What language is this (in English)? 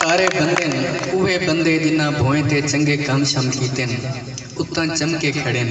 Saraiki